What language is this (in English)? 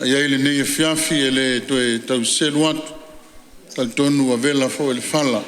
Samoan